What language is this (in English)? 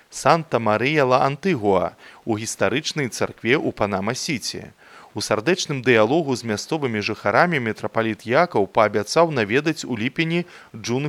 Belarusian